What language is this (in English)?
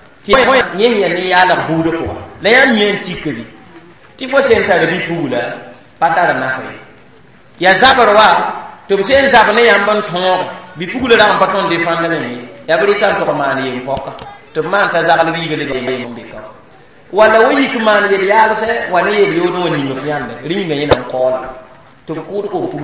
Mossi